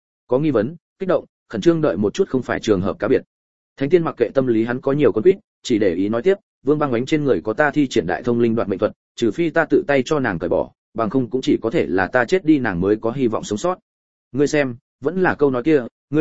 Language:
Vietnamese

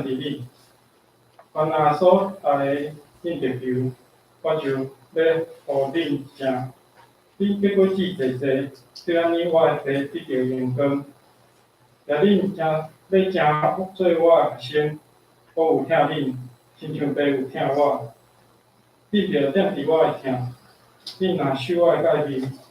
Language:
Min Nan Chinese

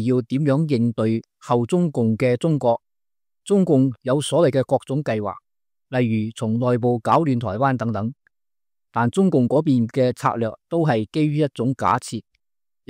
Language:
Cantonese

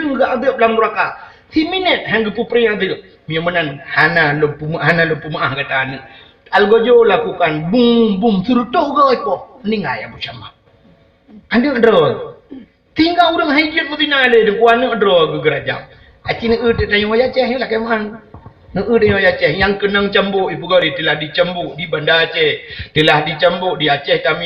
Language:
Achinese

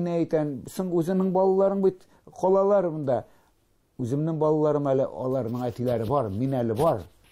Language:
Tatar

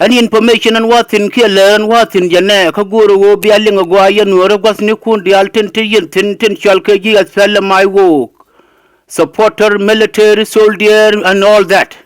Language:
Nuer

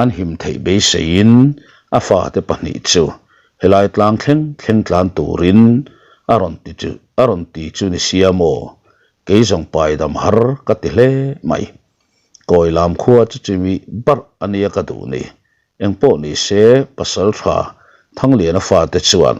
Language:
Mizo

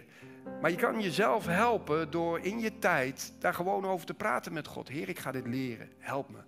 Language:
Dutch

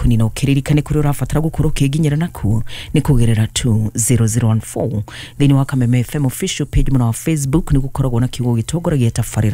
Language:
Kikuyu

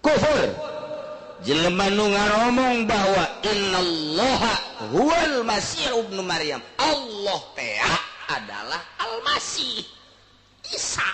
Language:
Sundanese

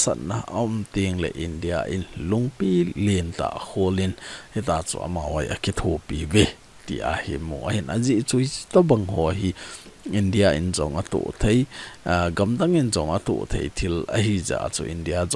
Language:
Thado Chin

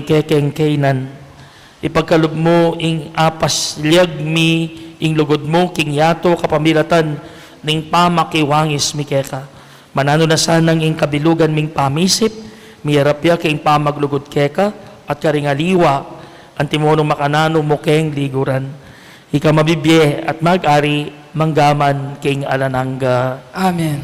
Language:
Pampanga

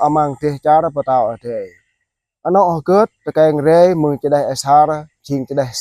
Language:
Jarai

